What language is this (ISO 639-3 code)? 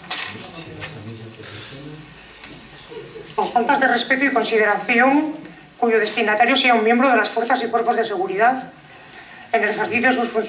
spa